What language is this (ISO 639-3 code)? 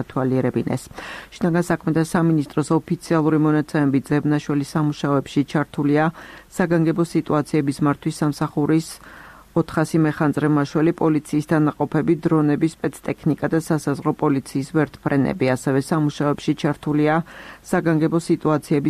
kat